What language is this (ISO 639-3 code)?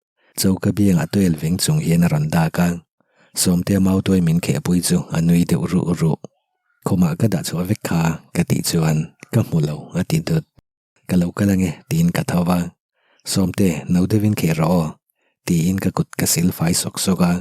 lus